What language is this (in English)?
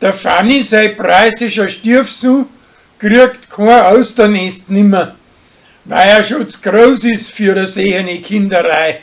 Bavarian